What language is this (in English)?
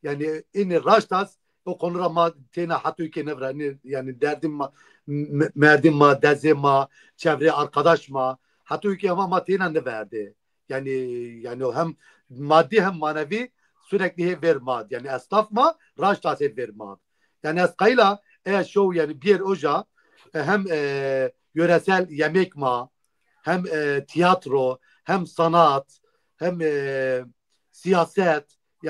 Zaza